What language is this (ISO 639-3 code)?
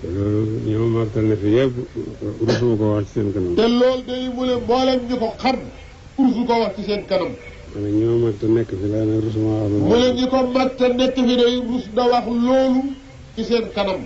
wol